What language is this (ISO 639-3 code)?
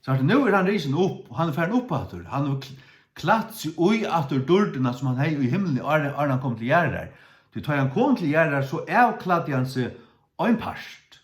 fao